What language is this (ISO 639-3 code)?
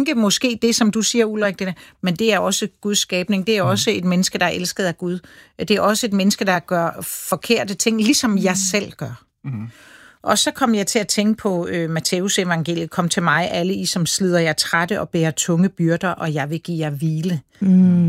dan